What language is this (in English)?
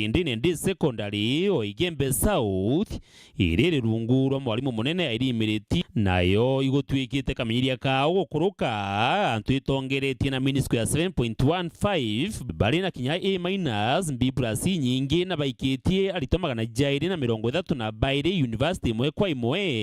Meru